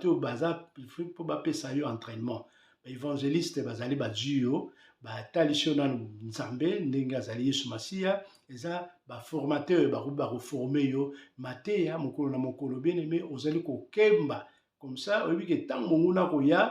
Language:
Lingala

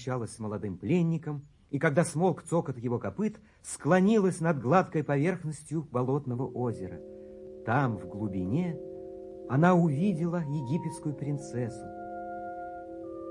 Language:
Russian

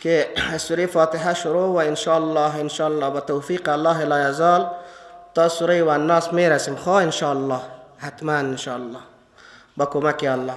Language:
Persian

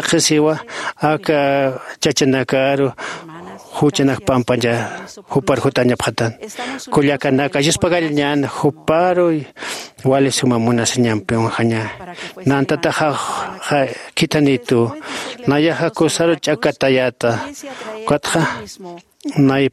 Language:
Aymara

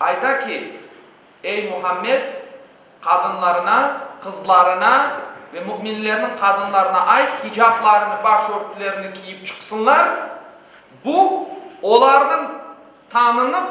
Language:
Crimean Tatar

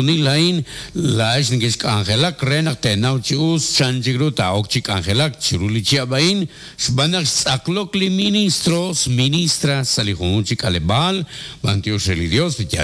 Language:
Kekchí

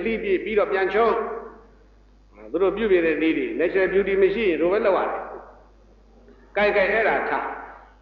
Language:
Burmese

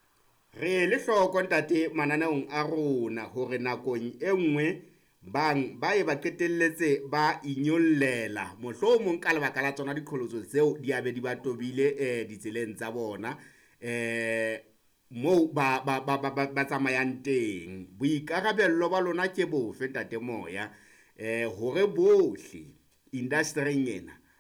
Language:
Southern Sotho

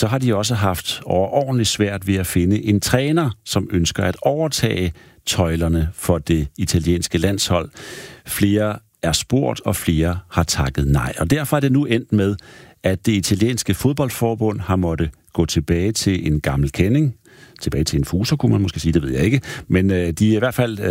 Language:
Danish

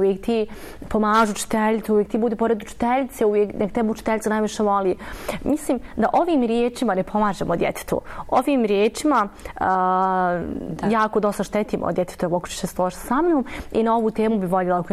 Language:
Bosnian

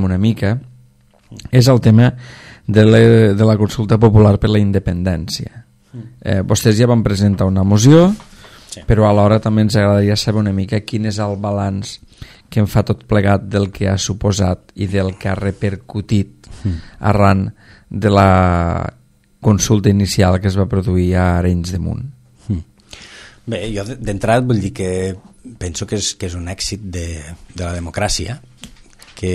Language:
Catalan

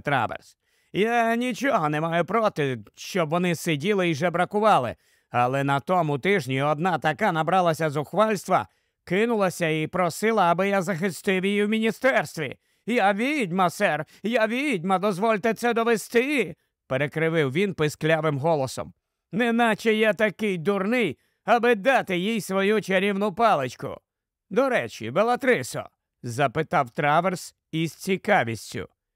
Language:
Ukrainian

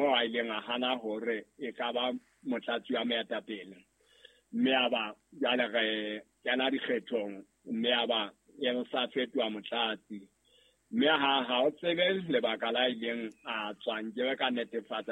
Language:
Southern Sotho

